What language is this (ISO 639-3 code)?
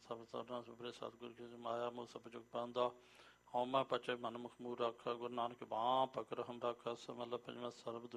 pan